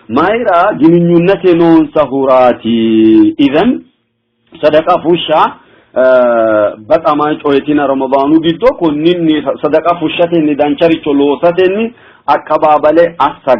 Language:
Sidamo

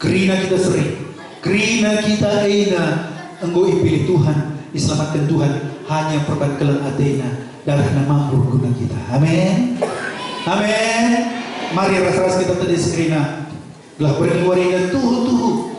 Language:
Batak Karo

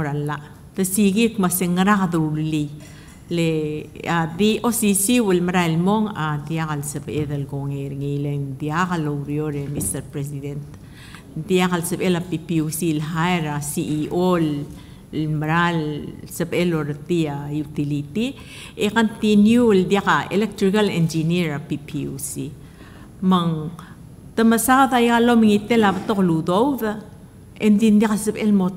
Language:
Palauan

